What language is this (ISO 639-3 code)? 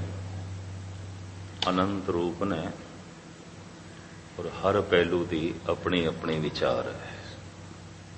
pan